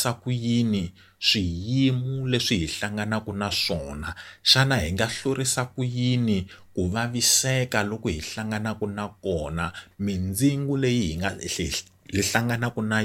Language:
Tsonga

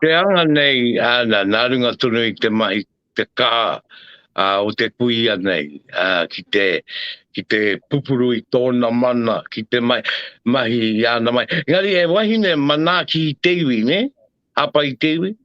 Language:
Māori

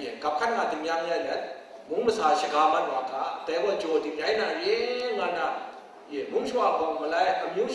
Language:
Kachin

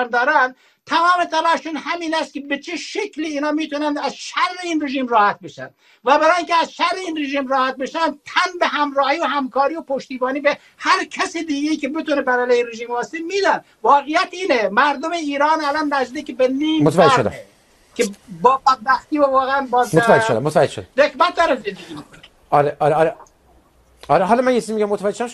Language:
Persian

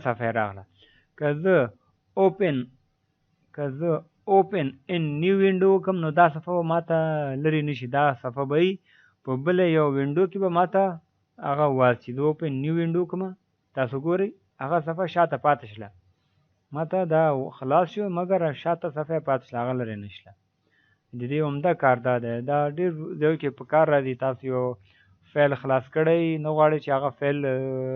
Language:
Pashto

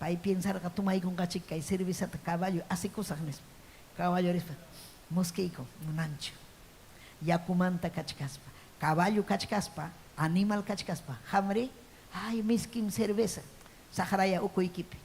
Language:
Ayacucho Quechua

